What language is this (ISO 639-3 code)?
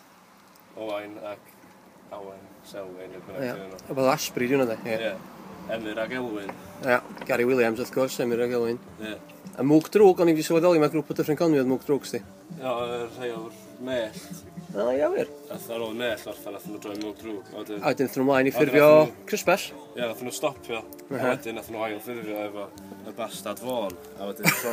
cym